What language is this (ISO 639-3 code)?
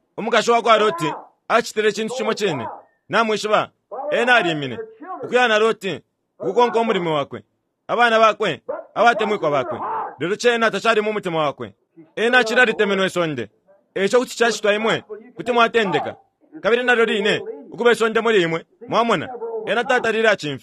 bem